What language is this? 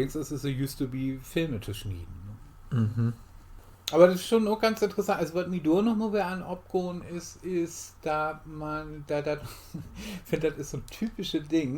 Low German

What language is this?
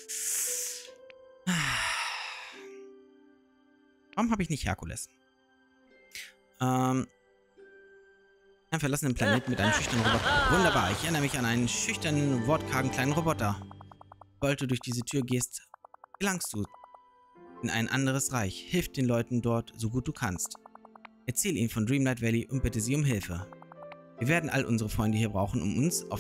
German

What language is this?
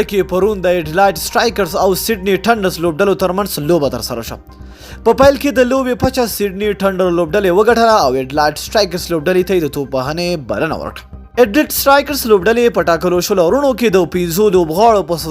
Pashto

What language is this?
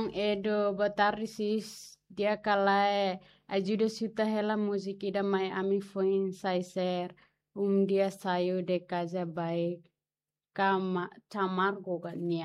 Tetum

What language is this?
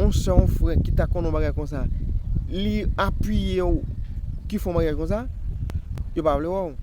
Haitian Creole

